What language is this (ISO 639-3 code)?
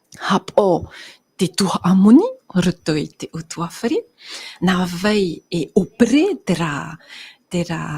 tah